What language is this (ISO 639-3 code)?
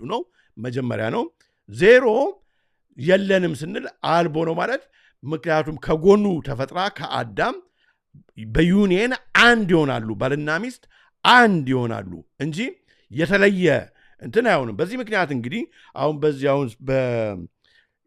amh